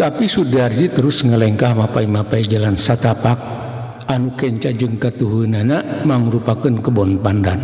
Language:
Sundanese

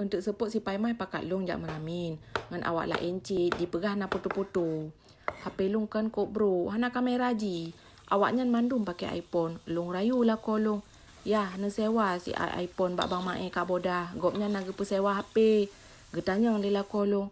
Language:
Achinese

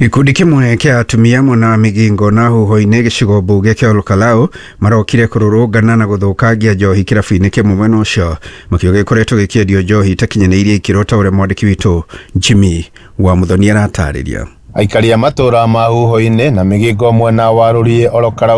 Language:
Kikuyu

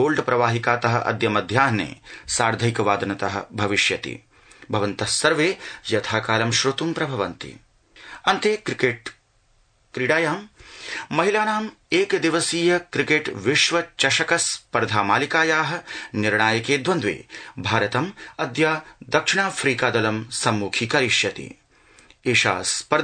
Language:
Sanskrit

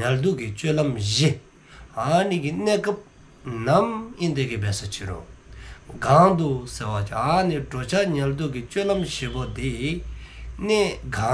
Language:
Dzongkha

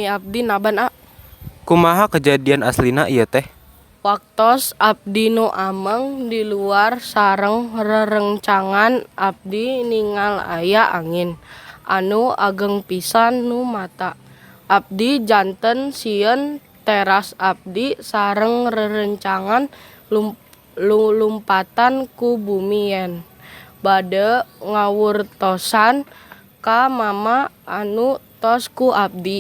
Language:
Sundanese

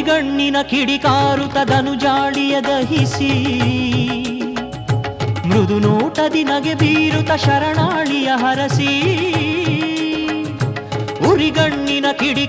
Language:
Kannada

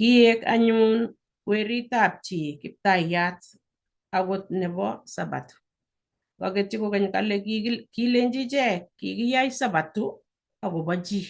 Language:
Kalenjin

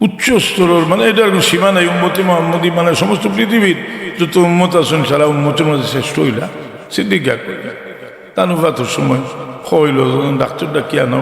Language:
Sylheti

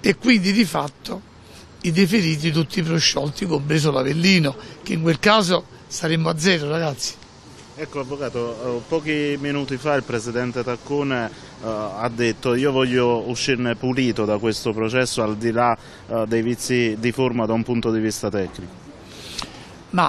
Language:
Italian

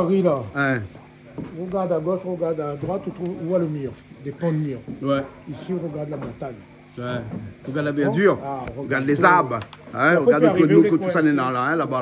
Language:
Réunion Creole French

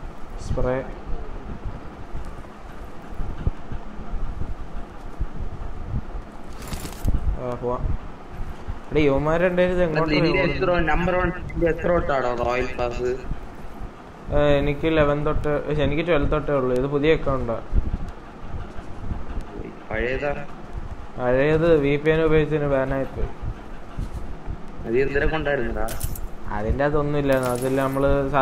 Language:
Malayalam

